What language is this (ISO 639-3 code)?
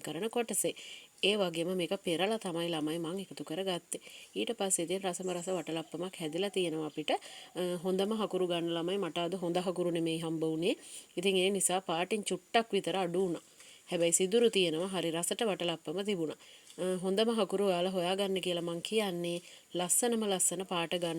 sin